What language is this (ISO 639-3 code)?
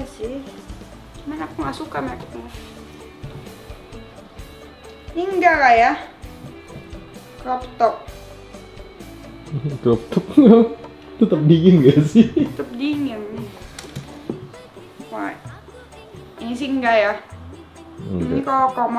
ind